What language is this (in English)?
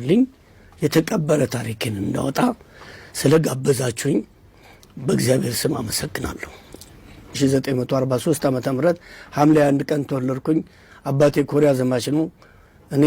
Amharic